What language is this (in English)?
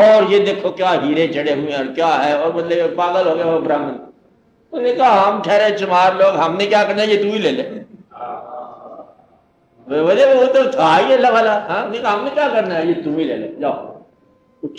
Urdu